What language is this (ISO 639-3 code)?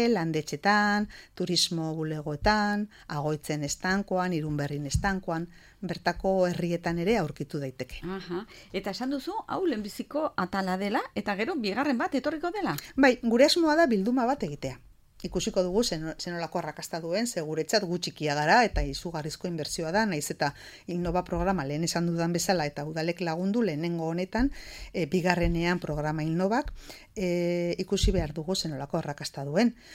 eus